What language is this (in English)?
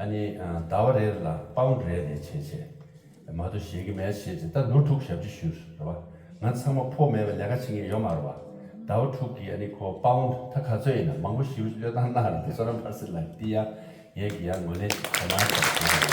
Tibetan